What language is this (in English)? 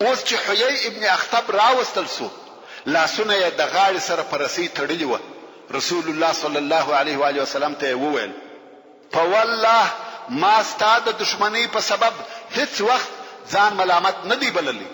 Pashto